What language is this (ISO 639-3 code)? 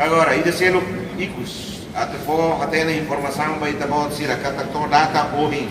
tet